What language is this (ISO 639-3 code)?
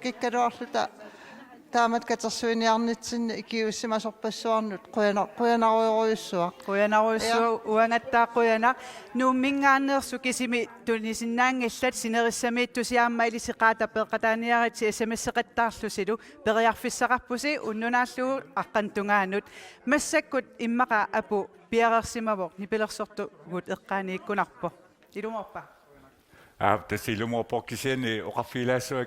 kal